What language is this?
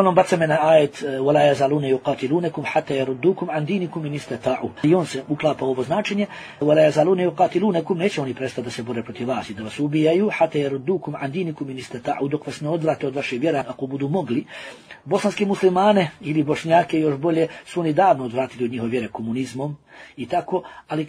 Bosnian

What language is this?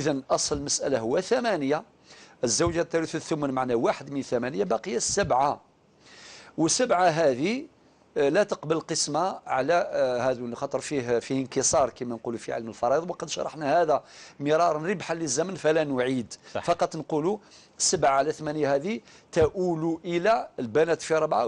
Algerian Arabic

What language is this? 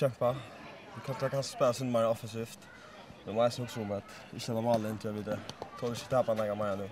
Faroese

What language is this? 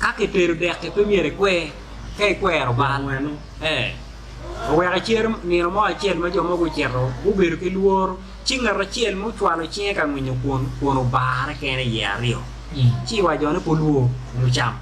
Acoli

